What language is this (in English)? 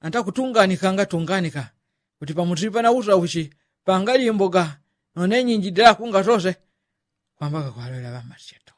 Yao